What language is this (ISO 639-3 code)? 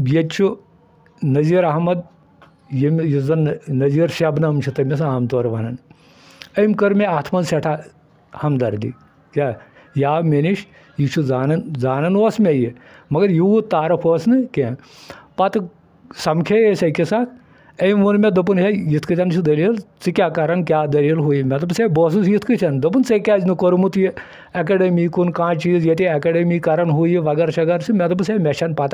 kas